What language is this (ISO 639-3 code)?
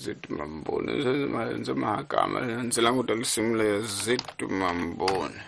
tso